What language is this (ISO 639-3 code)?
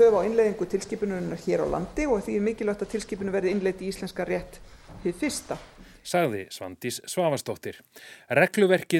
isl